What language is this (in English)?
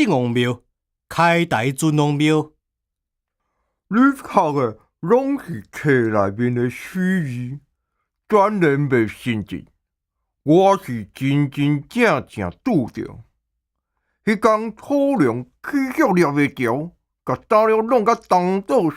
Min Nan Chinese